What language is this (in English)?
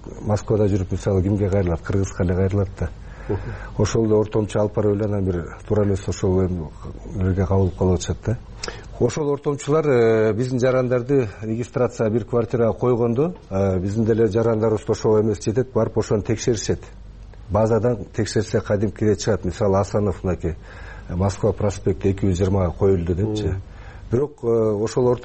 Kyrgyz